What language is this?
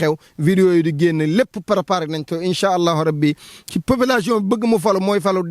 Wolof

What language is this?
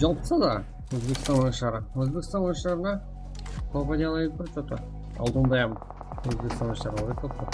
Kara-Kalpak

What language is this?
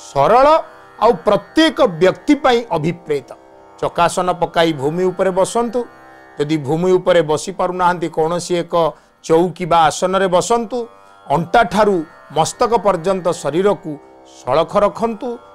Odia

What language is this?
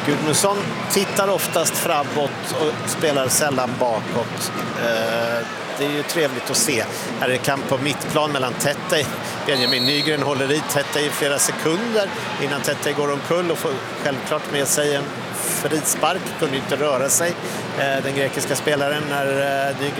Swedish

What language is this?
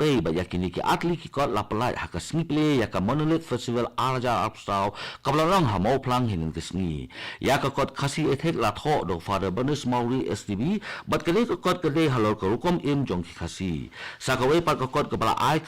Khasi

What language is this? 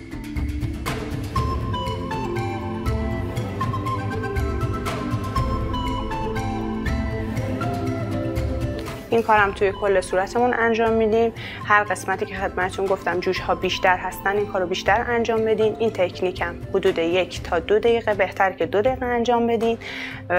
Persian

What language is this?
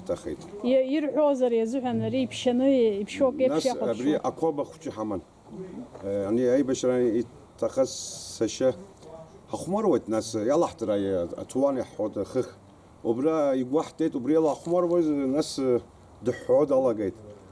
Abkhazian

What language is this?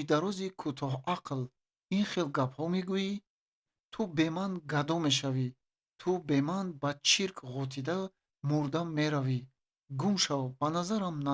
Tajik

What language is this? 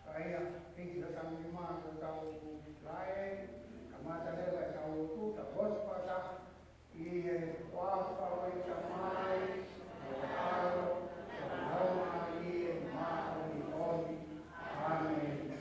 Tongan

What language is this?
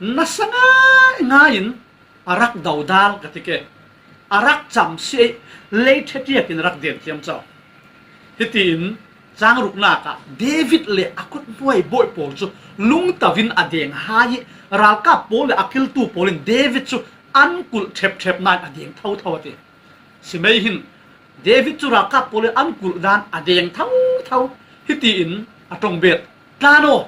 Falam Chin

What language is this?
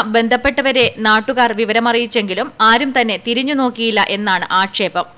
Malayalam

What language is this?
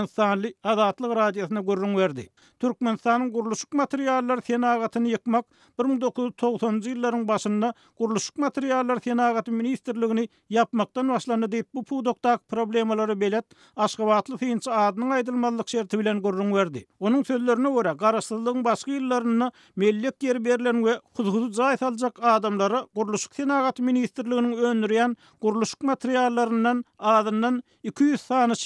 Turkmen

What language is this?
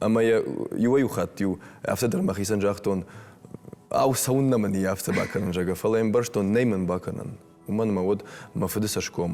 Ossetic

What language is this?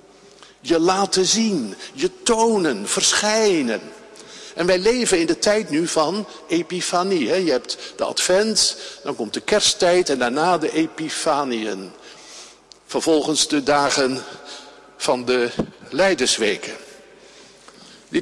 Dutch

